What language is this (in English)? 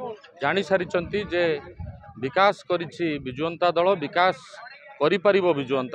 Odia